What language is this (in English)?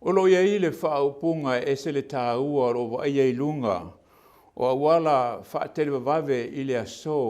Samoan